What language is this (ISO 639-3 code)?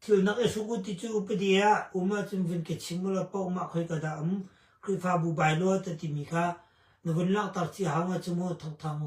cnh